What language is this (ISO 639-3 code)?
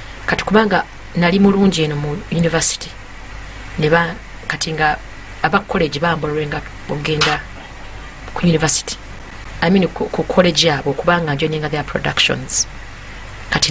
lug